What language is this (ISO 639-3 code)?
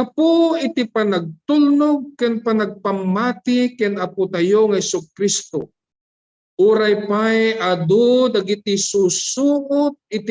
ilo